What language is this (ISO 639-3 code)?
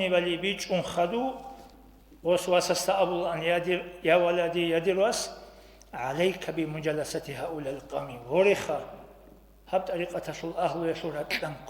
ava